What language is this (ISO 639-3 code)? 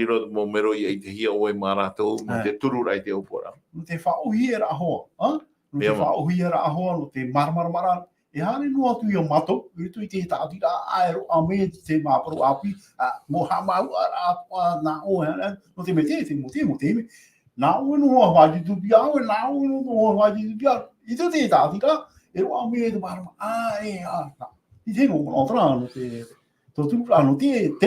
tah